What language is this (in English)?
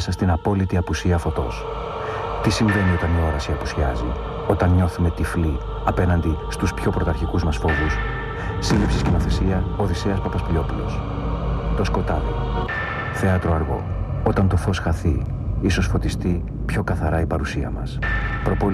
Greek